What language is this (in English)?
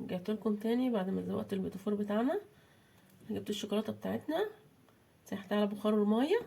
Egyptian Arabic